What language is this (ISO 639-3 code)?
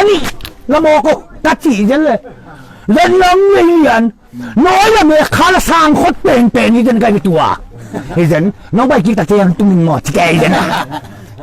ctd